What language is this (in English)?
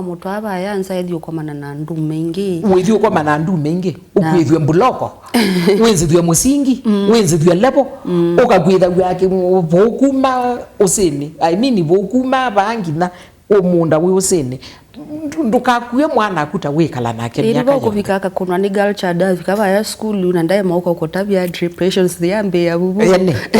Kamba